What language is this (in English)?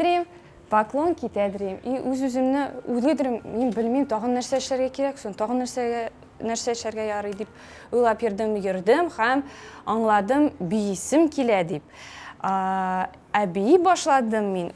Tatar